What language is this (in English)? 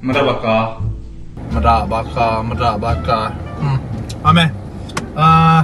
Iban